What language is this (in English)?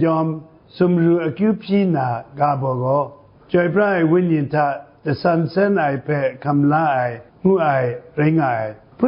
Kachin